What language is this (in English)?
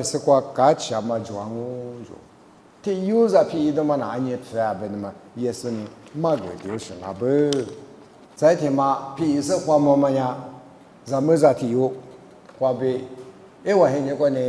Lisu